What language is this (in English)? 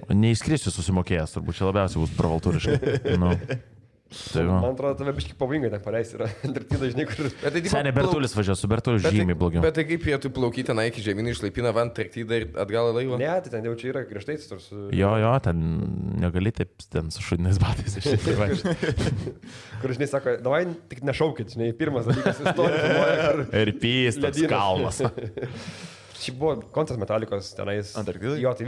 Lithuanian